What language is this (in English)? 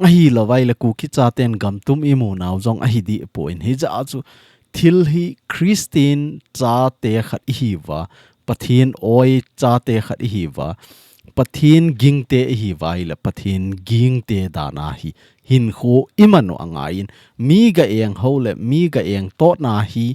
Thado Chin